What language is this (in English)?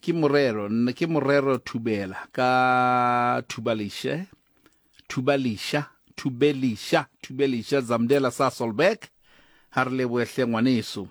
Southern Sotho